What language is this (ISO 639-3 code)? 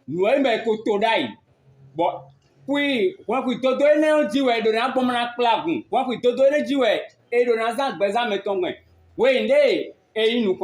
fon